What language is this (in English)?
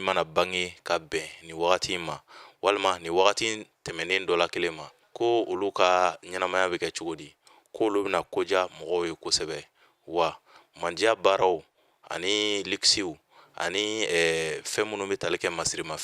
Bambara